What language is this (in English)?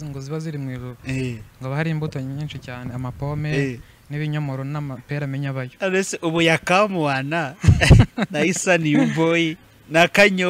Kinyarwanda